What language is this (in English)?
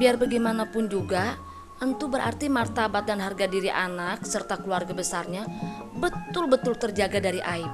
Betawi